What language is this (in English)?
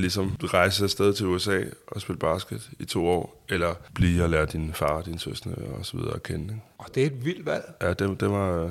Danish